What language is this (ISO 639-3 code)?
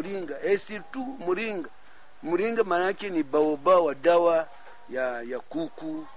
swa